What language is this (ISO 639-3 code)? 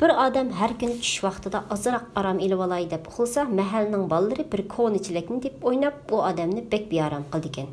uig